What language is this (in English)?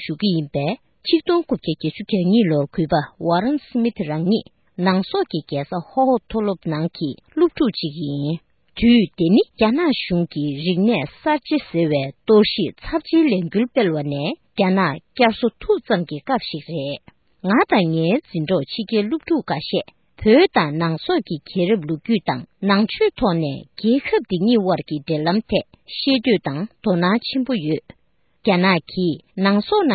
Tibetan